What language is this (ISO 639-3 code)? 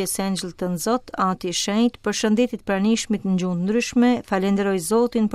sqi